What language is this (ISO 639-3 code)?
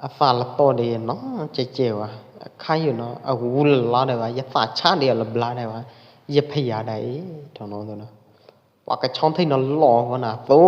kjp